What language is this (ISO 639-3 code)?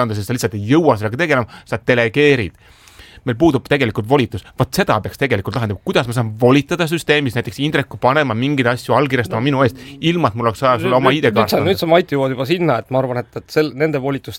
est